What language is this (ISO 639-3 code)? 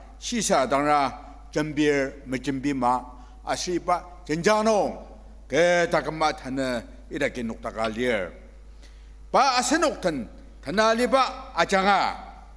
njo